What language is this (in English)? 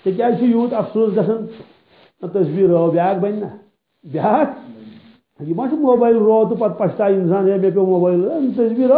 Kashmiri